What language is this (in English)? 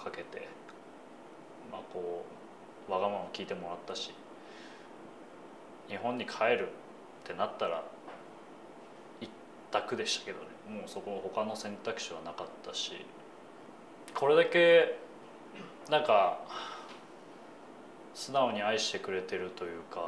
Japanese